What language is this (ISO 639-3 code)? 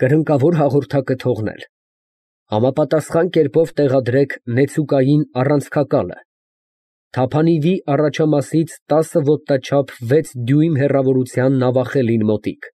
hye